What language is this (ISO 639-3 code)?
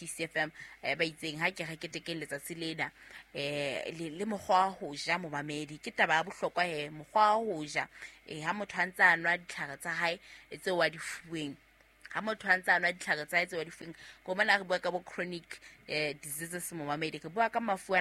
sot